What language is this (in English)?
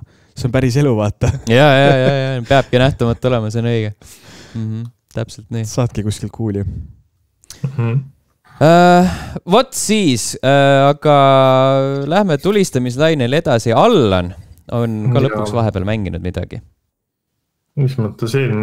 Estonian